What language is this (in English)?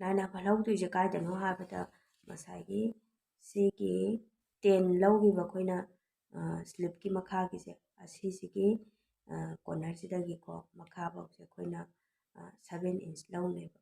Manipuri